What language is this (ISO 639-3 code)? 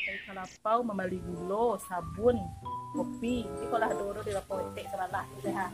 min